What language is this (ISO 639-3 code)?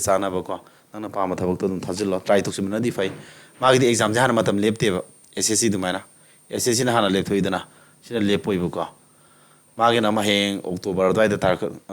mni